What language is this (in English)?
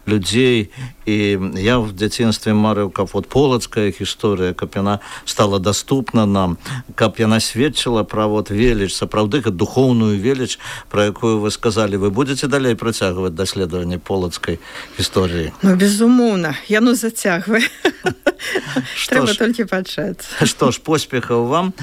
Belarusian